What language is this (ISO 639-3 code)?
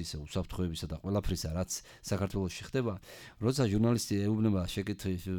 kat